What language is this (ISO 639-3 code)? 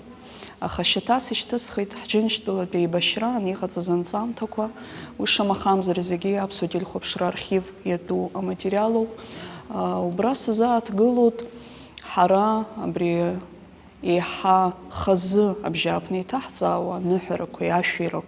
abk